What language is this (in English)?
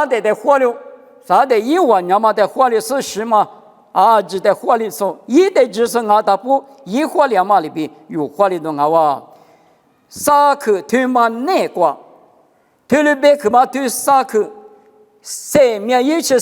Lisu